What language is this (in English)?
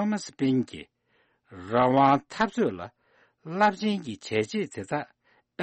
Tibetan